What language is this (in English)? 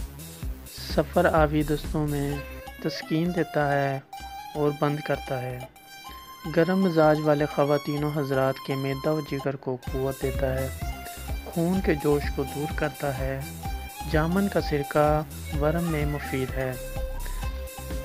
Urdu